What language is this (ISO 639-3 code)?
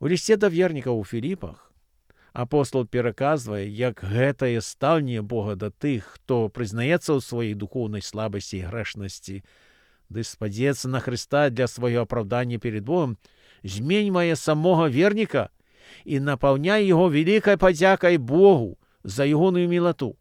bel